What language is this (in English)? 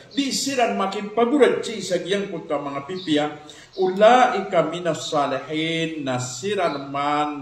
Maranao